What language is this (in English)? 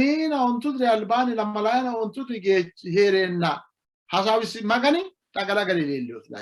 Sidamo